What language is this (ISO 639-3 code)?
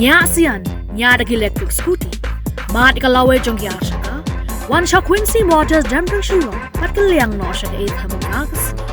kha